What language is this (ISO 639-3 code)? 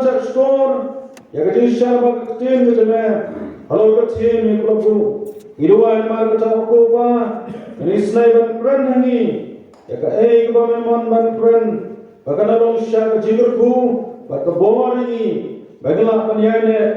kha